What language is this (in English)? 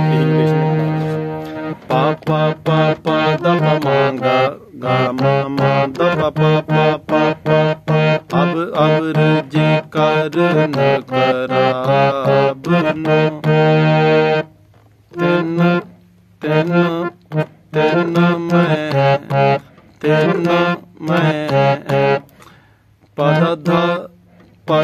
Punjabi